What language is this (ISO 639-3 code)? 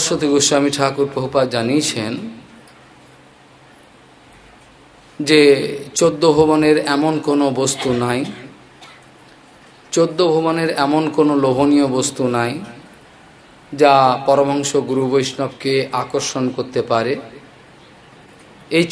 ben